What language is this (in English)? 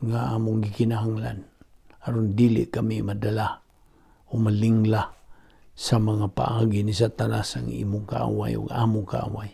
Cebuano